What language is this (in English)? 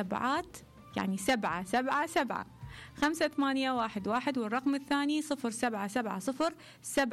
Mesopotamian Arabic